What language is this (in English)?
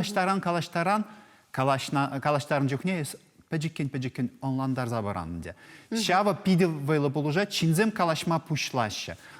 Chuvash